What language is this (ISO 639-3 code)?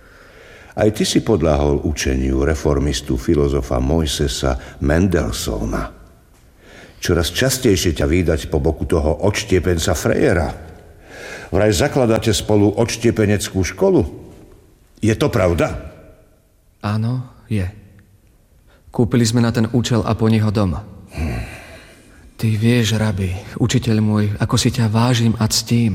slk